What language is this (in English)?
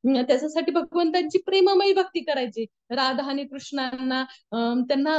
Marathi